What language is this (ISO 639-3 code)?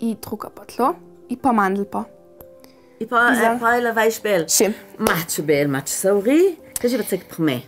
lld